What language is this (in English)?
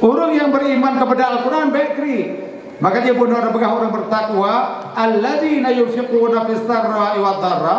Achinese